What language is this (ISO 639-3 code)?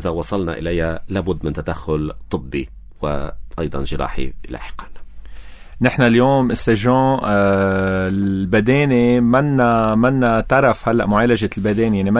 apc